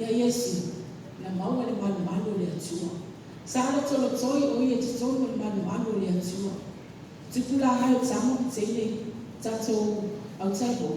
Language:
Samoan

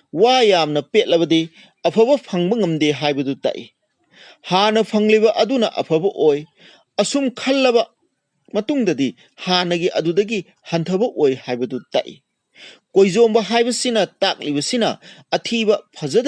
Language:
Manipuri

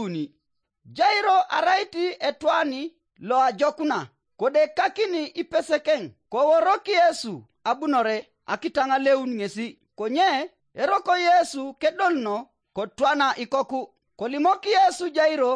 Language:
Teso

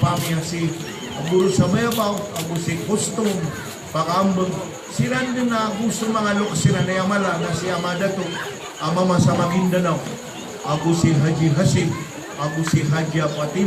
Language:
Maranao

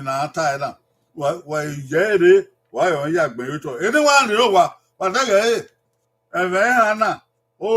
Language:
Bini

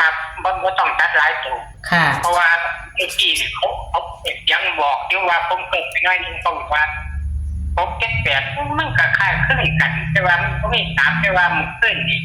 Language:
Northeastern Thai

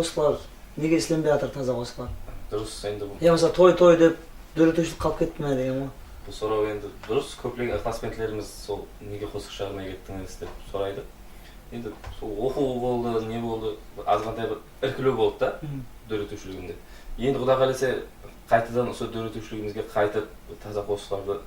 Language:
Kara-Kalpak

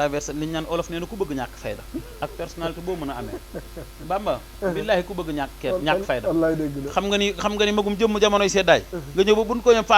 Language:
Wolof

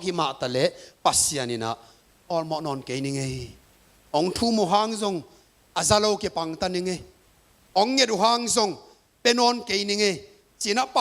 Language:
Tedim Chin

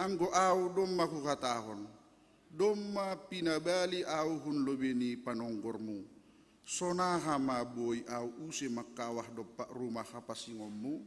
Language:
Batak Simalungun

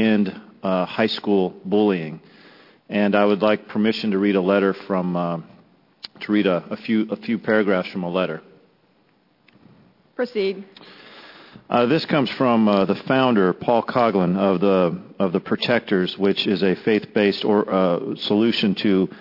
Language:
English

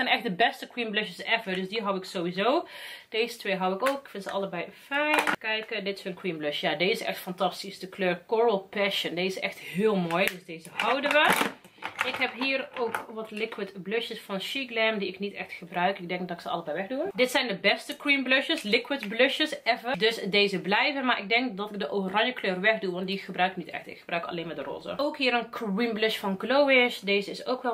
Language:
Dutch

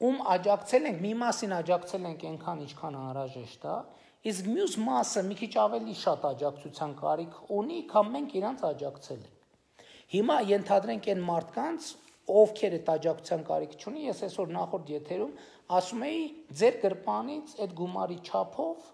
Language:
Armenian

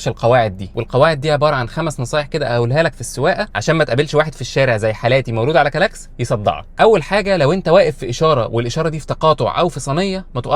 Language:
Egyptian Arabic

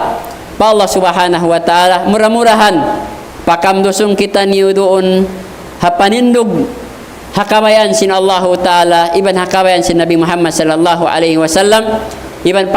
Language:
Tausug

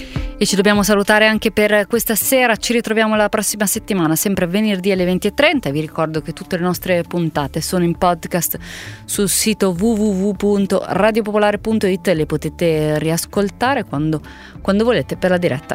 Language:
Italian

